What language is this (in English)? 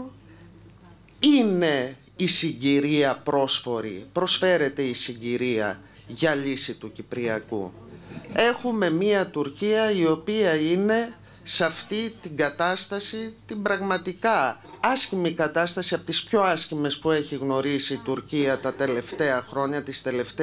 Greek